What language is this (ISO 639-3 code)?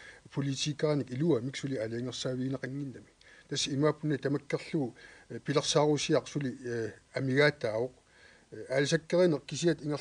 kal